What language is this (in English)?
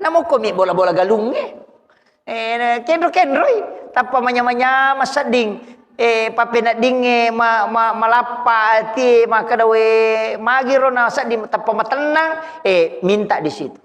Buginese